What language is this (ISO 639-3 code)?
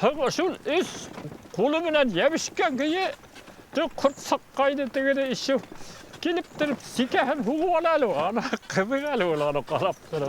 bak